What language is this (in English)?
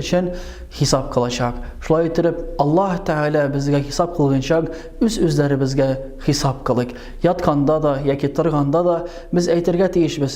Tatar